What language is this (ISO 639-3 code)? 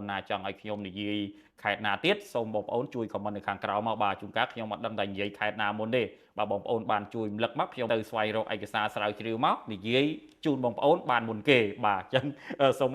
khm